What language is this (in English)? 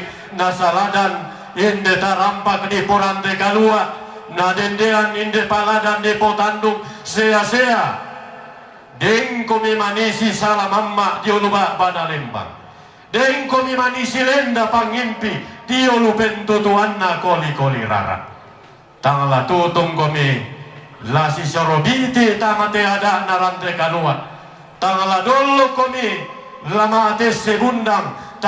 Toraja-Sa'dan